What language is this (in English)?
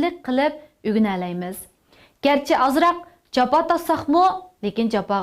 Uyghur